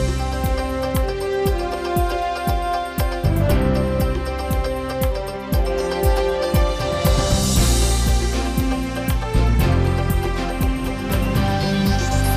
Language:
Udmurt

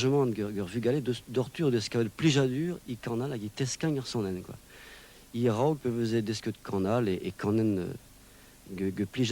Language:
Breton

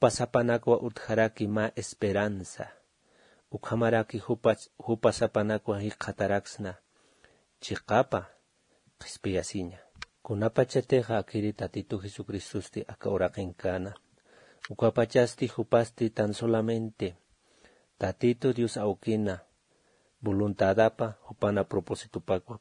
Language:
Aymara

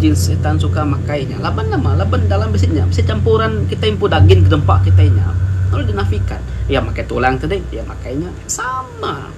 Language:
Iban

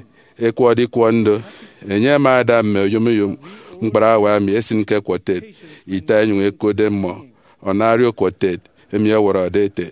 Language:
Efik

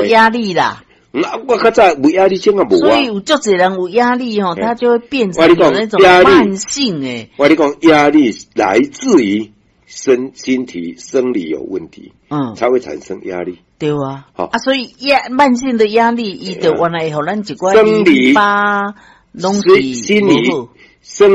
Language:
Min Nan Chinese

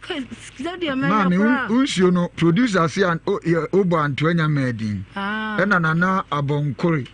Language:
Akan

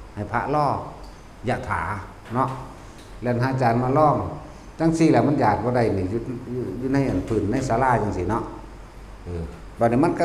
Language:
Lao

